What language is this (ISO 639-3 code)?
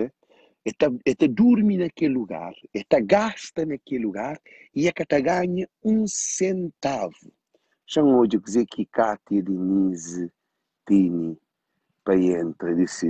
kea